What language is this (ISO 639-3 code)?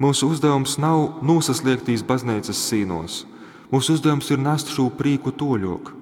ltg